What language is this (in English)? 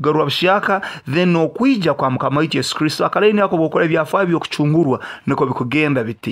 Nyoro